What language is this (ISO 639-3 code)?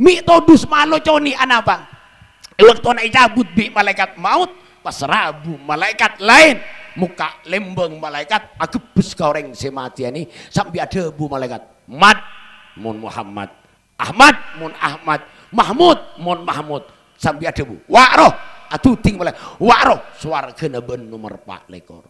mad